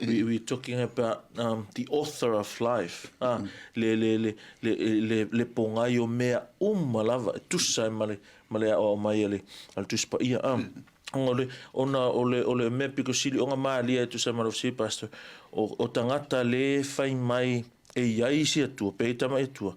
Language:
Samoan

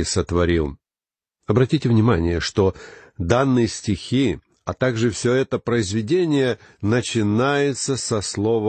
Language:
Russian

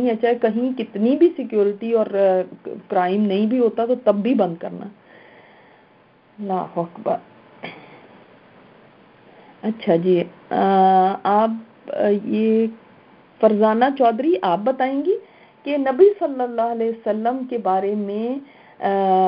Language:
Urdu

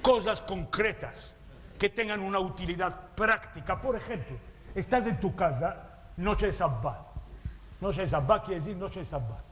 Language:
Ladino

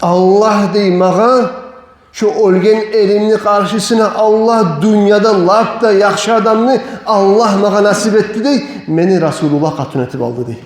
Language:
Kumyk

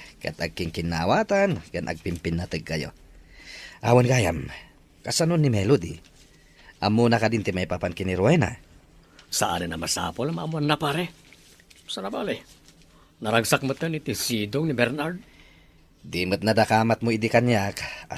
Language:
Iloko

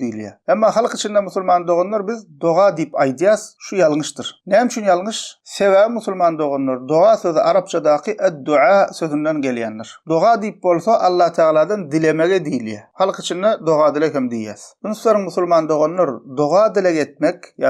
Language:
Turkmen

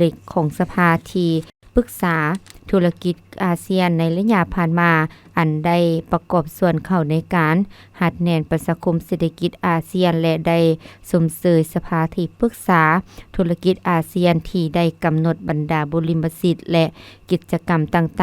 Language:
Lao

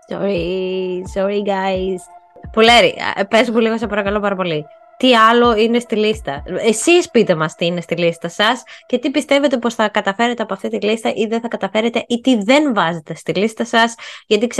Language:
Greek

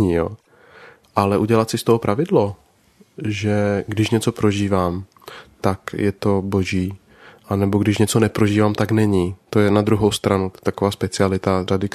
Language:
Czech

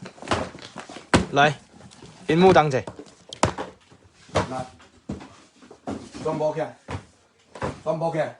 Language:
Min Nan Chinese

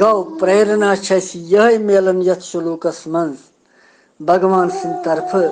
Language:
Kashmiri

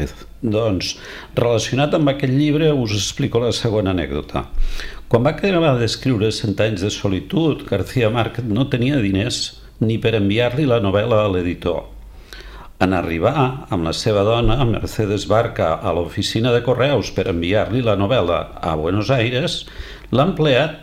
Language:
Catalan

